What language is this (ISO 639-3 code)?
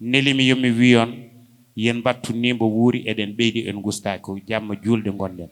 ful